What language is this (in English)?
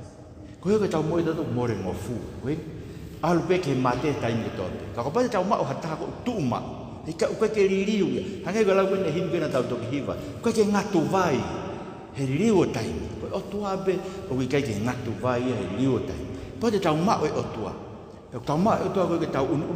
Tongan